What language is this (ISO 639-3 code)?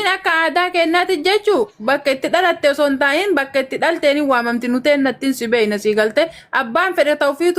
orm